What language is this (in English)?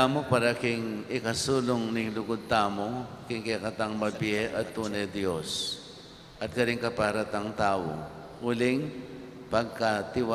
Pampanga